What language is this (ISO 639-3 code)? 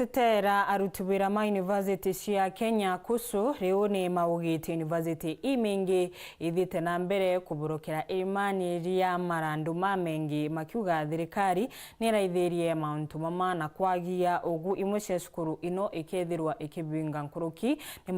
mer